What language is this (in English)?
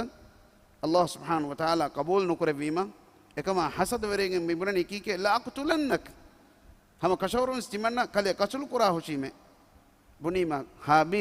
Divehi